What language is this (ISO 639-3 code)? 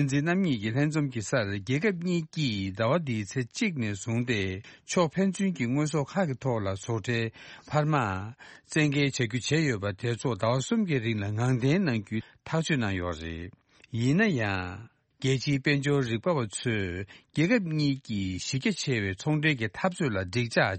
bod